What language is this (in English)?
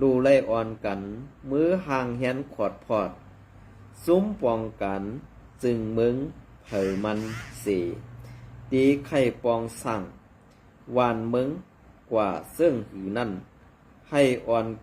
Shan